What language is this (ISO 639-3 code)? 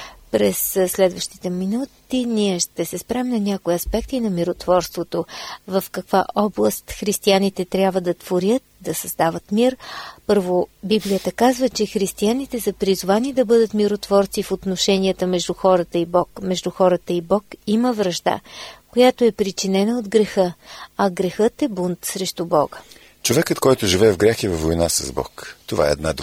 bul